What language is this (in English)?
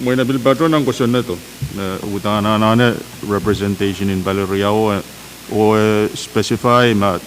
Pohnpeian